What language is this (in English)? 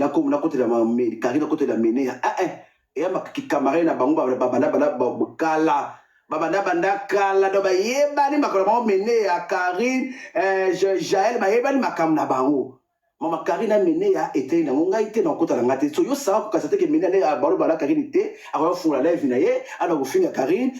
Lingala